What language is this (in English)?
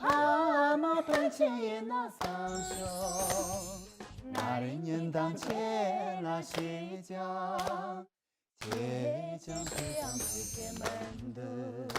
Tibetan